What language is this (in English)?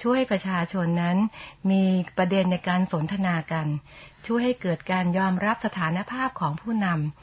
Thai